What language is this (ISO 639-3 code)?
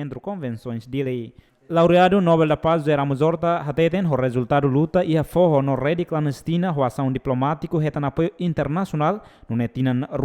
tet